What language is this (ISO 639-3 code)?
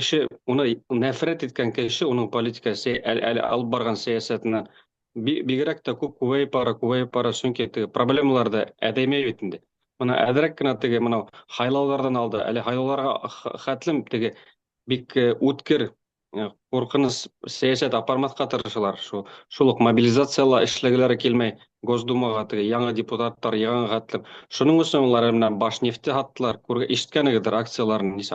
bak